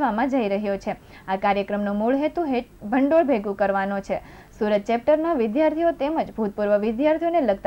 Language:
Gujarati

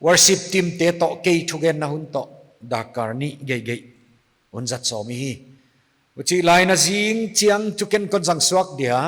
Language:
Paite Chin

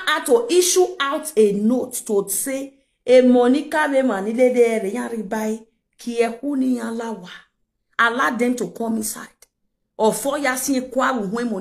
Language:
Nigerian Pidgin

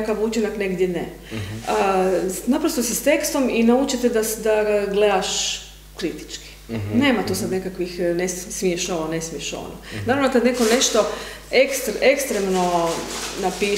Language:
Croatian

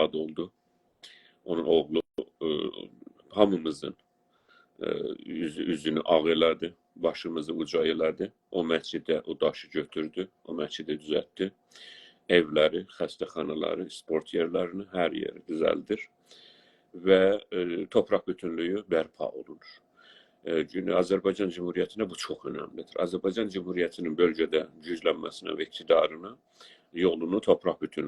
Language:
South Azerbaijani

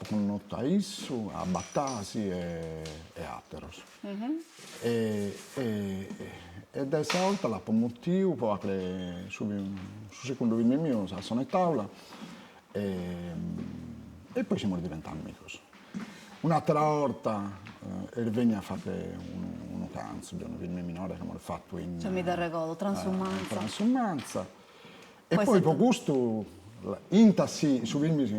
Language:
Sardinian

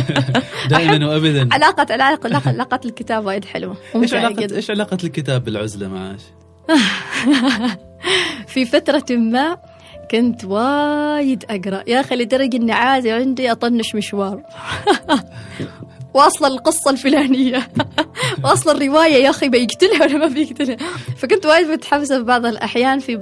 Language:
Gulf Arabic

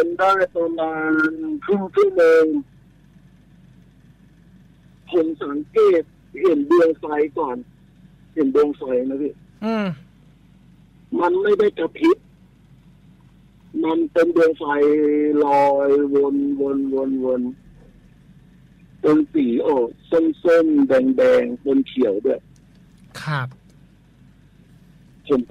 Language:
Thai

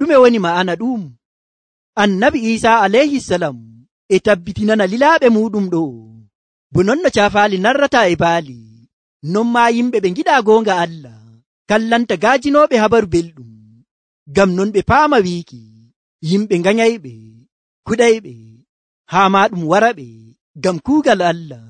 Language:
Nigerian Fulfulde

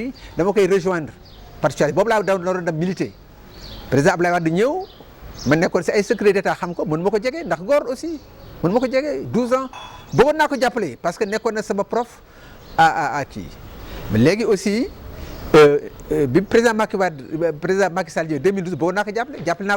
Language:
Wolof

